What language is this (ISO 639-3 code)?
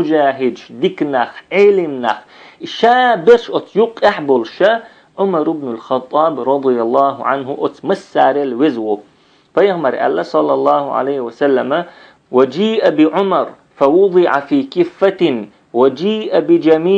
che